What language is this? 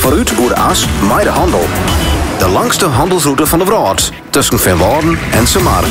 Western Frisian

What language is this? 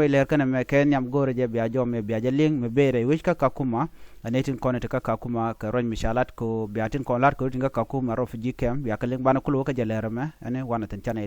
Nuer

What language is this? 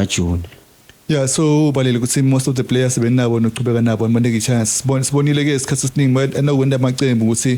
Swati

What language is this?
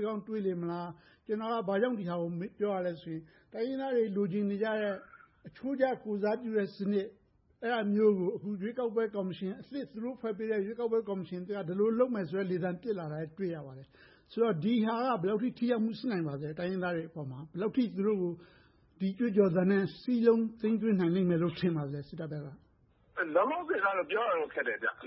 Burmese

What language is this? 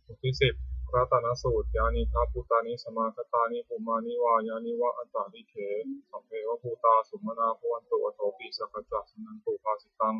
Pali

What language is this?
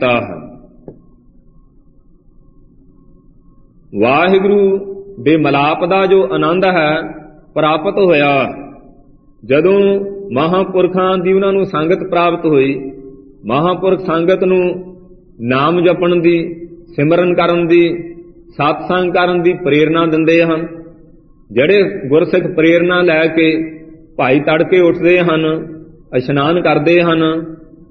Punjabi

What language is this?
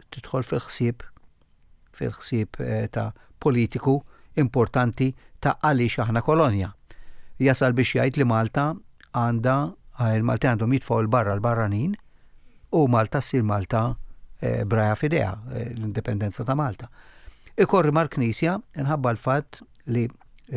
Maltese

